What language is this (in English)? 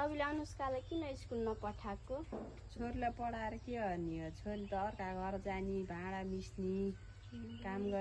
Nepali